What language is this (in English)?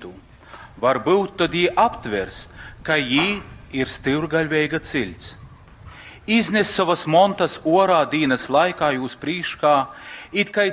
Latgalian